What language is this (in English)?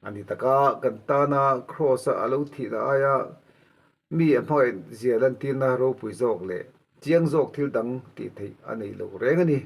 Mizo